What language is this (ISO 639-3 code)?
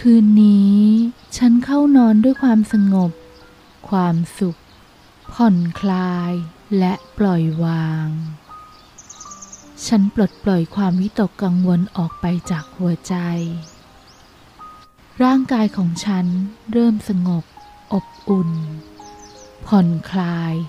tha